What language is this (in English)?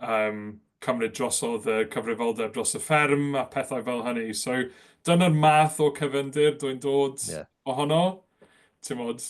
Welsh